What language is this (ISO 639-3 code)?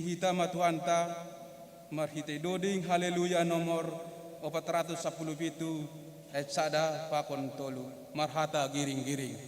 bts